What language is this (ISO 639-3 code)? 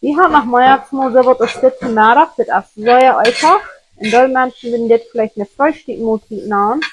pdt